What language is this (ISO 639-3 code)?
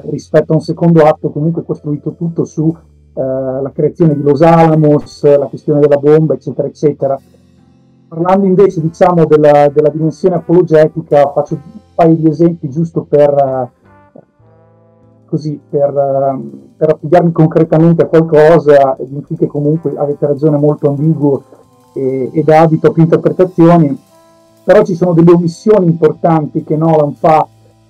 ita